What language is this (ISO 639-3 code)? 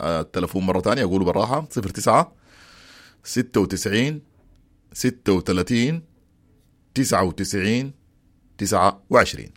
apd